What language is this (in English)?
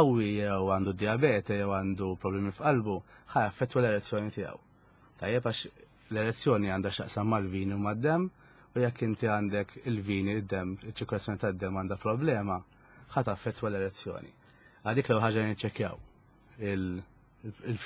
Maltese